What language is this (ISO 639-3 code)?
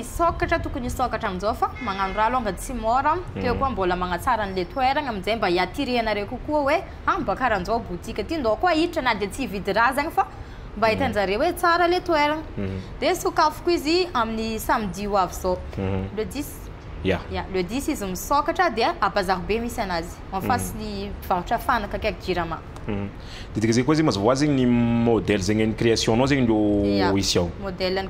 mlg